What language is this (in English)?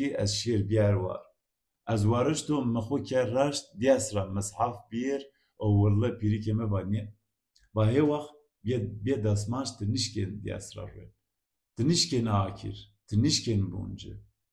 Zaza